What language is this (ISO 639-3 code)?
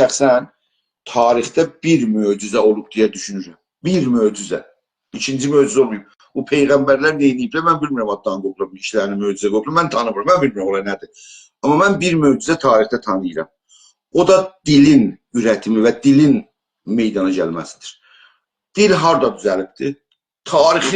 azb